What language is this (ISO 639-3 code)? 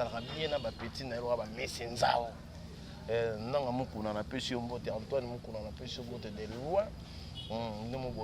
lin